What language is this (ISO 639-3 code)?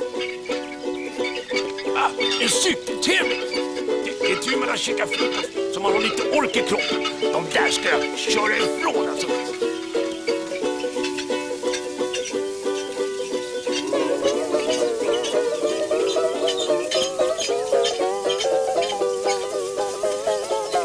swe